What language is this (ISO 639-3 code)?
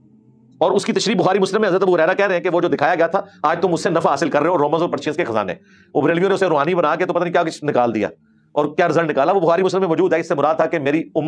urd